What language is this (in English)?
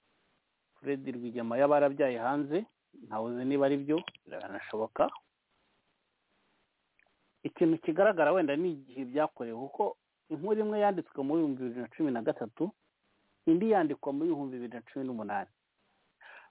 Kinyarwanda